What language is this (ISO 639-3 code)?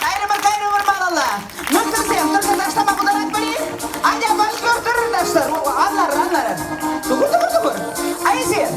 chv